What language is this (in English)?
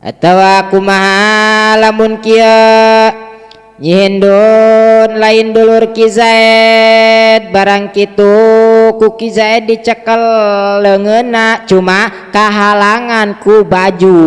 Sundanese